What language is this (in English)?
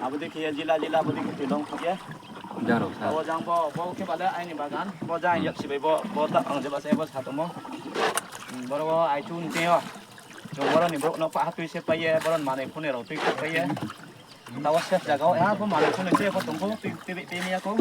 Riang (India)